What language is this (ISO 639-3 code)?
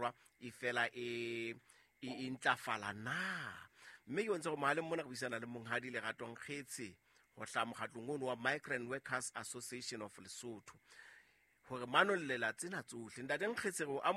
sot